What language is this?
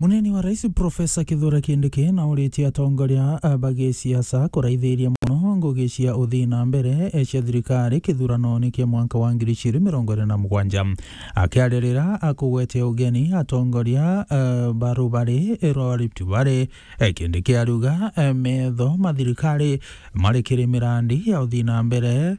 Meru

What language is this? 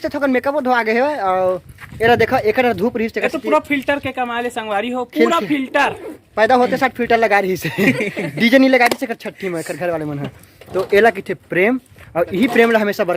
Chhattisgarhi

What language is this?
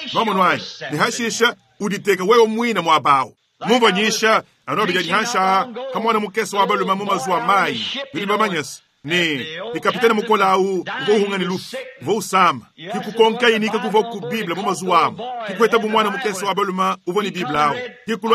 Luba-Lulua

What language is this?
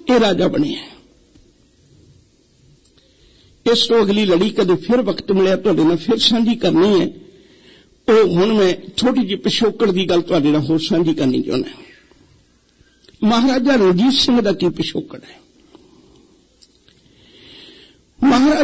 Punjabi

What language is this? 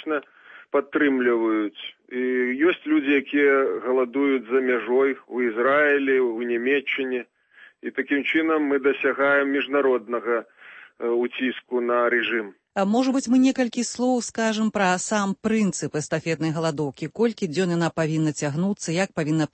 Belarusian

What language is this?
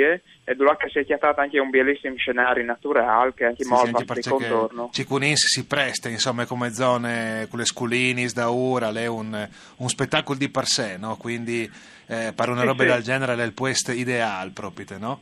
Friulian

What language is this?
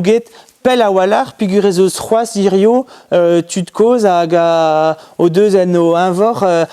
Breton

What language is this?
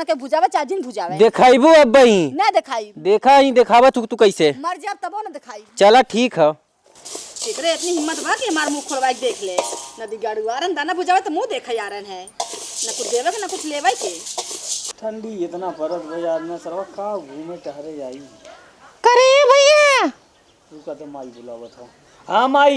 Awadhi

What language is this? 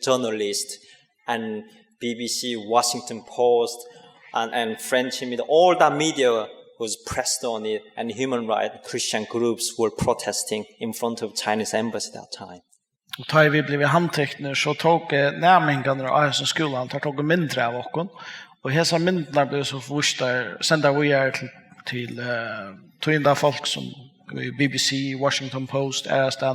Faroese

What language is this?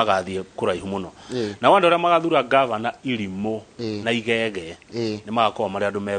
Kikuyu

